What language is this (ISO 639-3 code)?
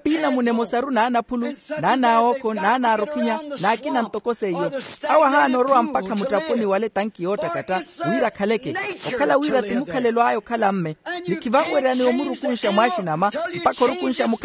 vmw